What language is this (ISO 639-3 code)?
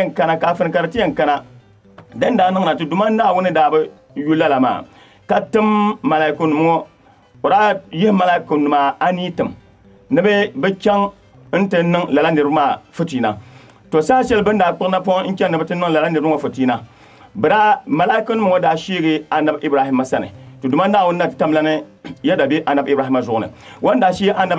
dag